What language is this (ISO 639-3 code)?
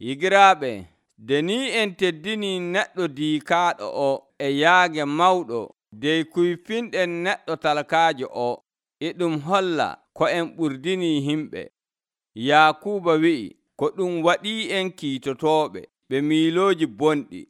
fuv